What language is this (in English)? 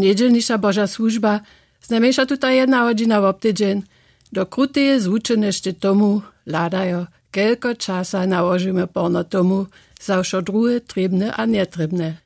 Upper Sorbian